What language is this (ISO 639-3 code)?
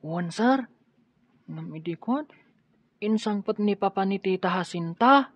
ilo